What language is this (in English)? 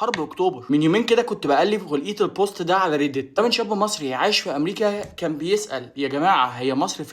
Egyptian Arabic